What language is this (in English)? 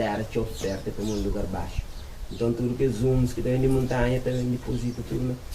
Kabuverdianu